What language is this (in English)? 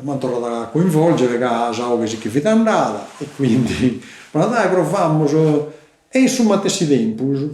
Sardinian